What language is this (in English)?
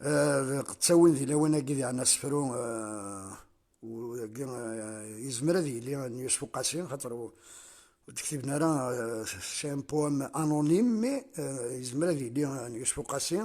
Kabyle